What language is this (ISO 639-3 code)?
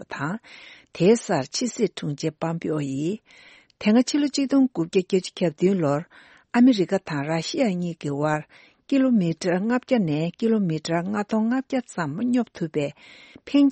bod